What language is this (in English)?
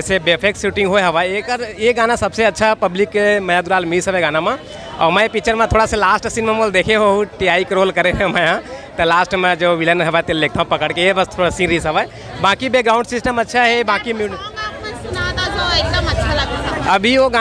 Chhattisgarhi